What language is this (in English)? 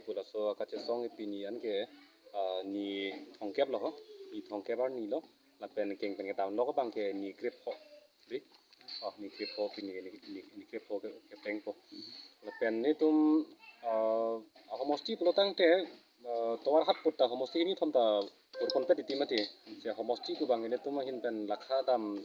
Karbi